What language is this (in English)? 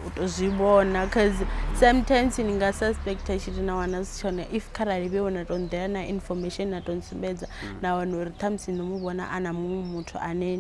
Venda